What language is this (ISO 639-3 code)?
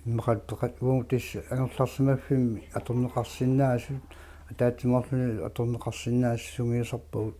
kal